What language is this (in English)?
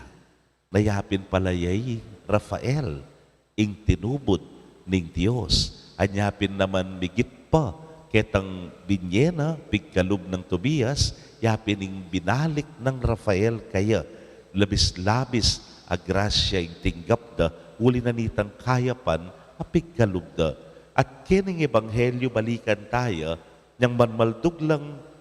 Pampanga